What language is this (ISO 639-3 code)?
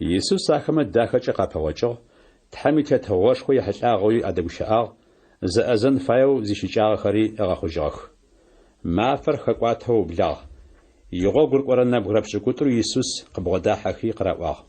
ady